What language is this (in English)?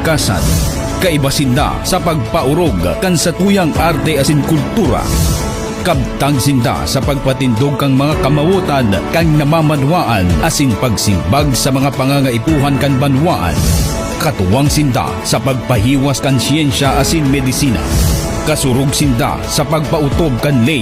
Bikol